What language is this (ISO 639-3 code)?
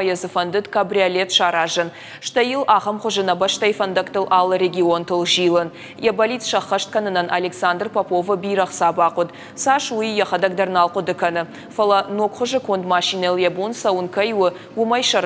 oss